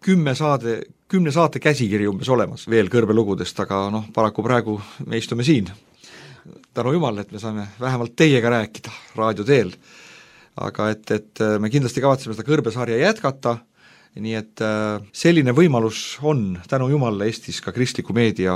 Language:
Estonian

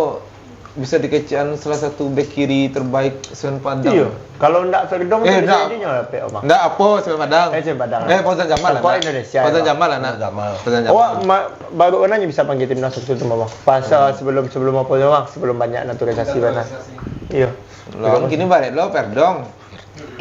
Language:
Minangkabau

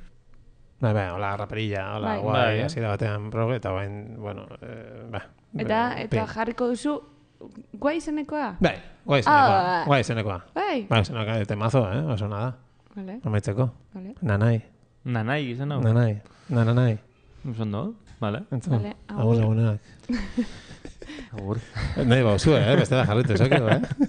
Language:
Basque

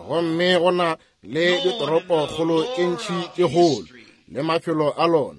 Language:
Northern Sotho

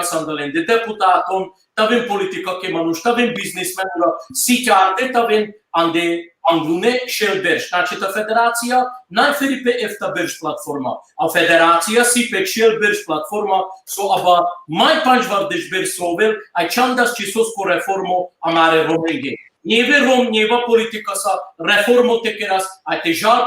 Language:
Balkan Romani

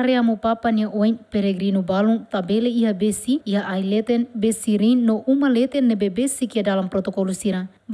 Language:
Tetum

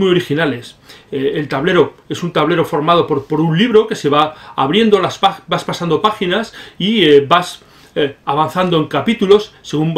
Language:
Spanish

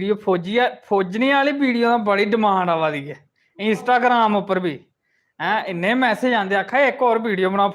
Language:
Dogri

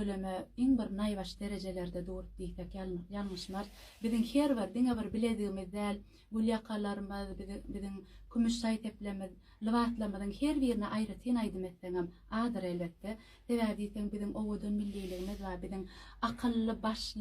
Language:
Turkmen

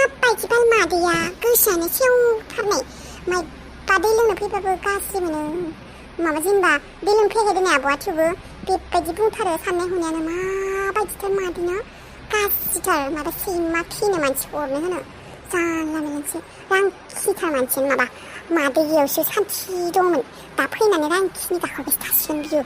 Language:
Bodo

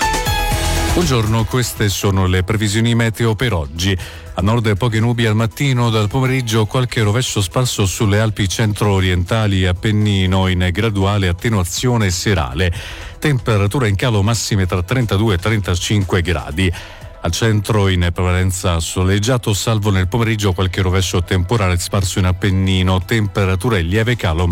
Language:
Italian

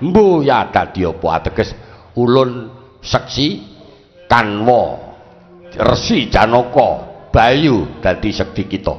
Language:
Javanese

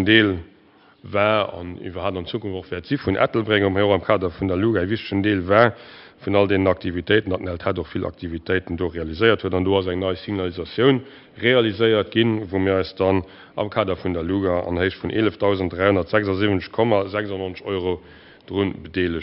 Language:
Luxembourgish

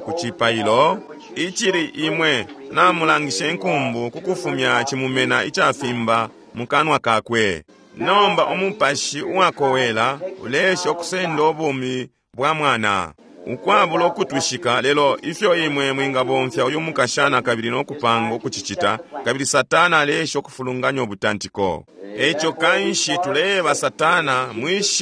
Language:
Bemba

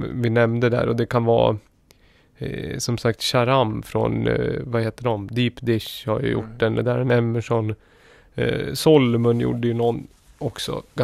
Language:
Swedish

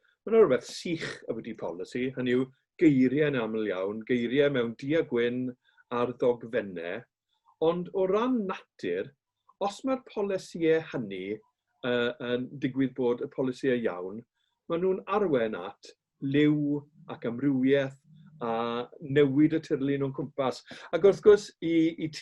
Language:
Welsh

